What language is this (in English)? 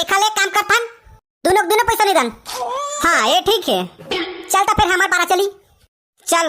Chhattisgarhi